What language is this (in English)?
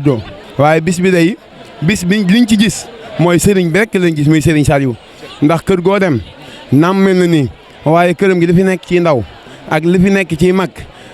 Wolof